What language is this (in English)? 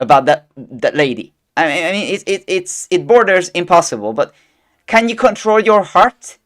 English